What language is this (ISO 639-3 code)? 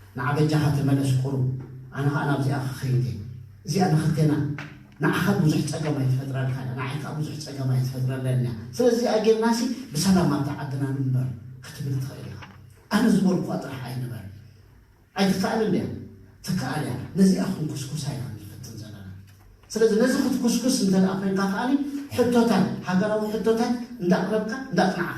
tir